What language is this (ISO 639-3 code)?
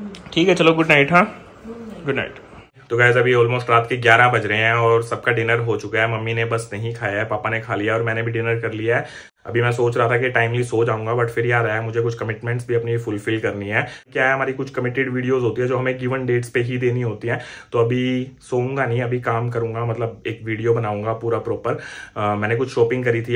hin